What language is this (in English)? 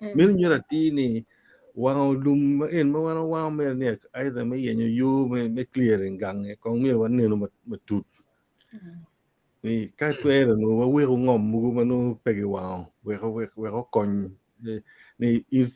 Acoli